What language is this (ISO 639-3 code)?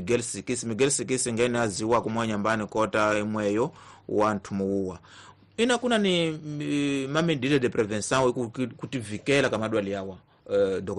tso